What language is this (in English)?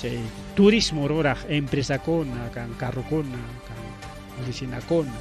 Ayacucho Quechua